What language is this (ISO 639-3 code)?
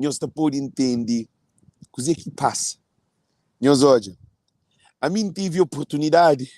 kea